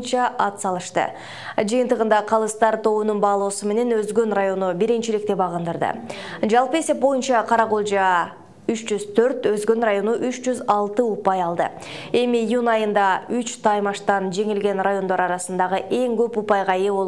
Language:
Kyrgyz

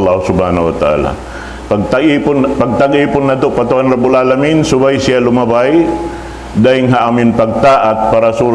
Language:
Tausug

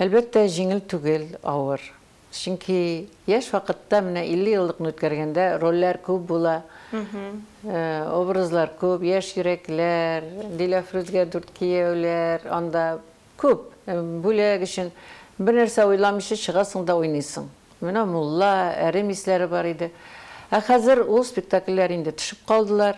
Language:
Tatar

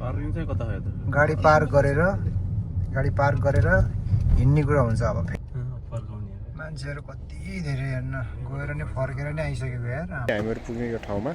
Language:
Nepali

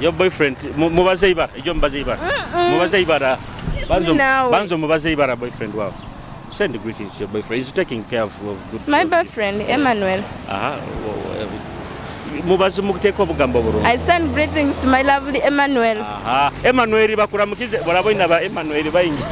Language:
Nyoro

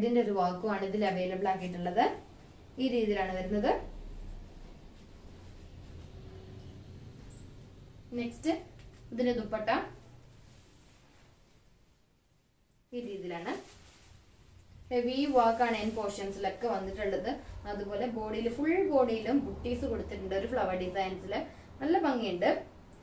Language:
Malayalam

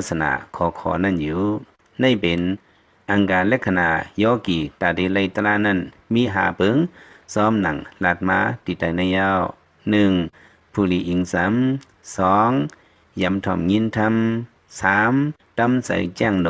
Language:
Lao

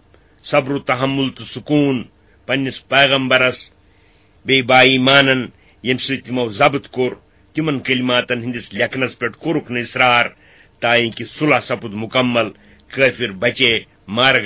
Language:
Kashmiri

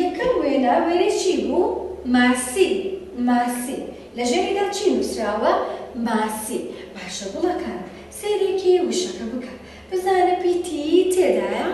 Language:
Central Kurdish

